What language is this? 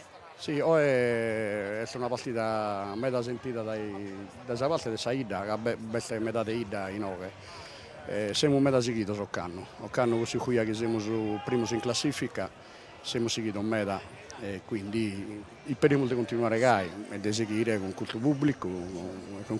Sardinian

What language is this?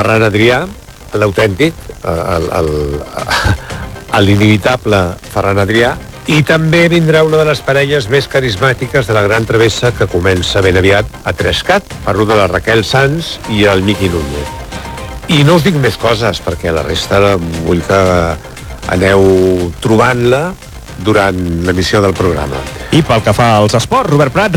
Catalan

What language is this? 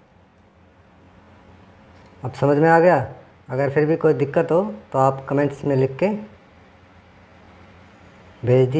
Hindi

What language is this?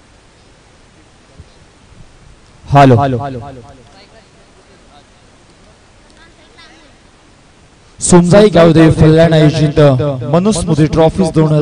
Marathi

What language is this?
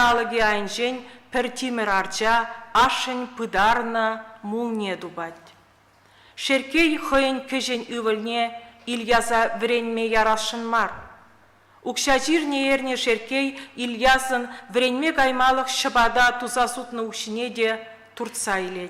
Chuvash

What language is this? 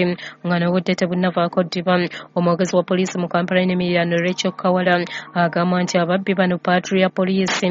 Ganda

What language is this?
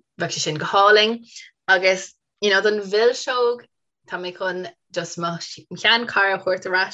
Irish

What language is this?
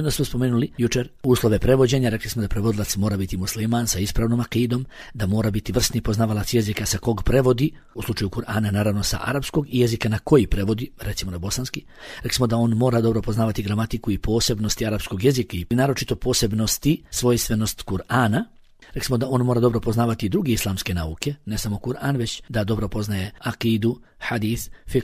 Bosnian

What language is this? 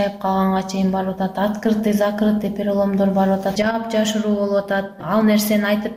Kyrgyz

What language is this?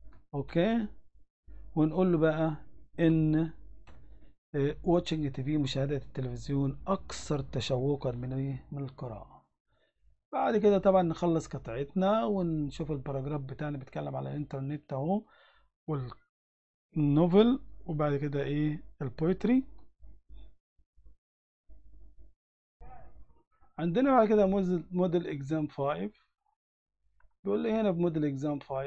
Egyptian Arabic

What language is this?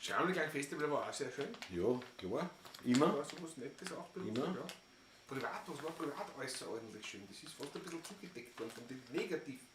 Bavarian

